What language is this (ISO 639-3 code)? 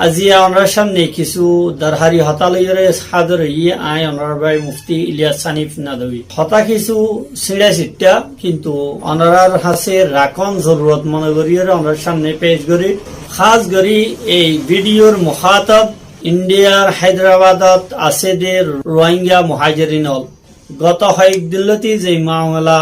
rhg